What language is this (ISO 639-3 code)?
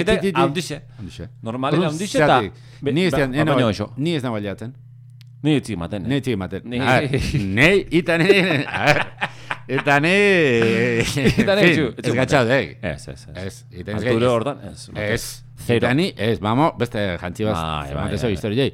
eus